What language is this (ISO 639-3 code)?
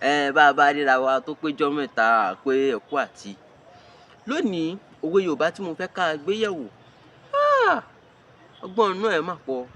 yor